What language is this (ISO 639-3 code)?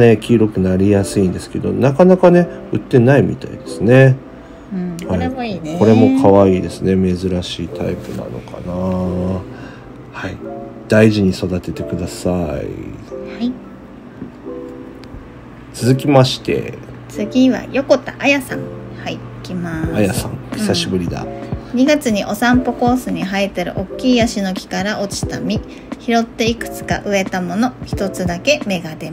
jpn